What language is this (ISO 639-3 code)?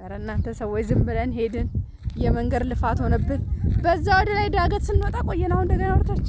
amh